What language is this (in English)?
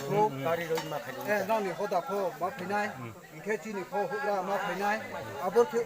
Riang (India)